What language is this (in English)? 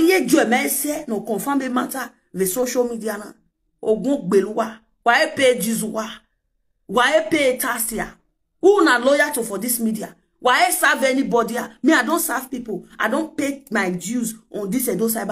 Nigerian Pidgin